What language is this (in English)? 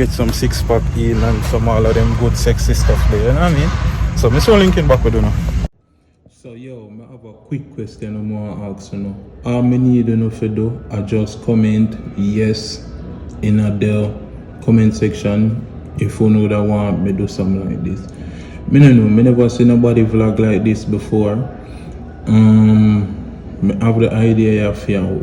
Jamaican Creole English